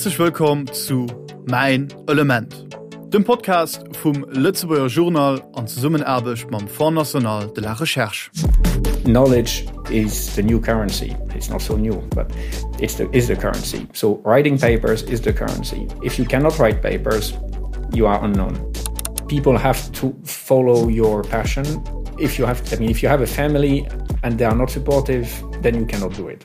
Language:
Luxembourgish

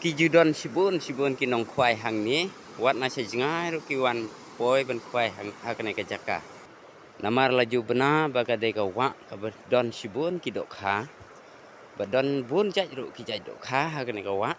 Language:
Khasi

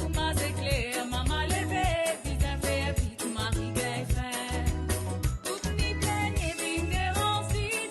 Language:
Morisyen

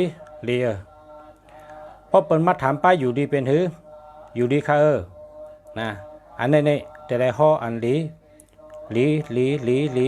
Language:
Shan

